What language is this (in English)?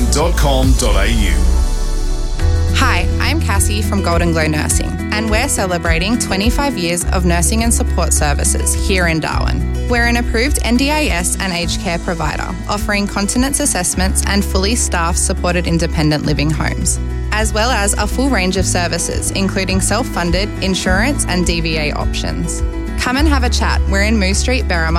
English